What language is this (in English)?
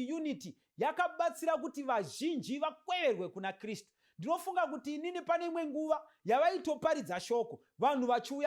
Shona